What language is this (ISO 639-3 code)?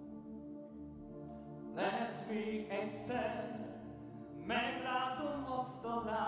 hun